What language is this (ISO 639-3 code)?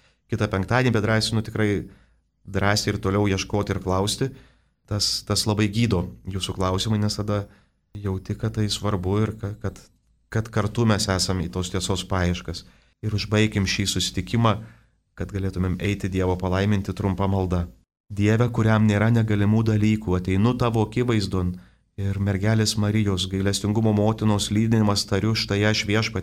lit